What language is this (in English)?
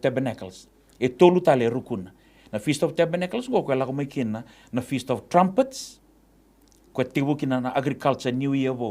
Fijian